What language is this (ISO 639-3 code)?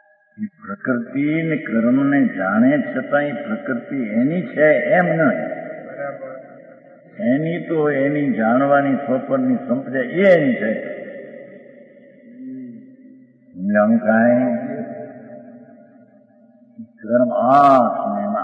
guj